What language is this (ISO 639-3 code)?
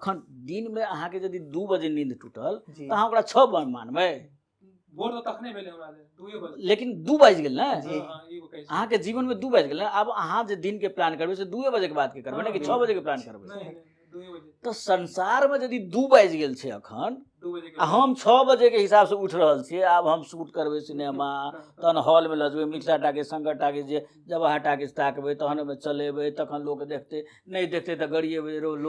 mai